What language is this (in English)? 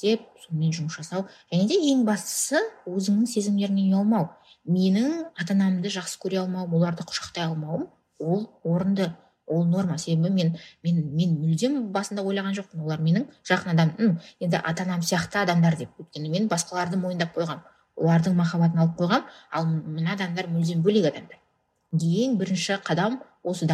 Kazakh